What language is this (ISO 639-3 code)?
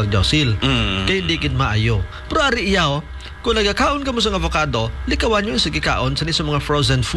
hil